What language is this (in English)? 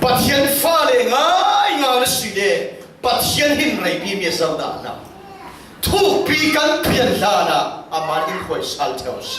Falam Chin